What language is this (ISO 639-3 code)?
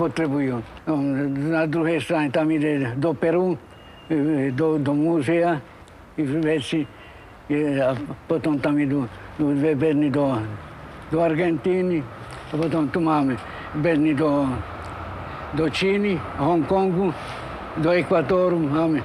slk